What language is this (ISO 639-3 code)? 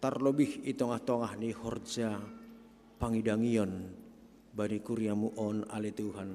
bts